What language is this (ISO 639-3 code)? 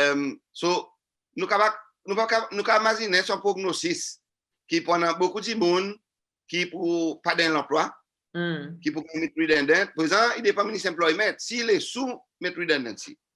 crs